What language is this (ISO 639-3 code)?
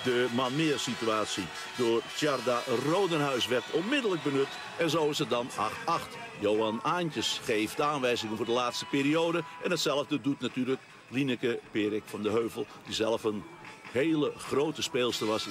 nld